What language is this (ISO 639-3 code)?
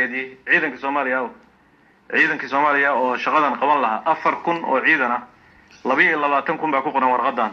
som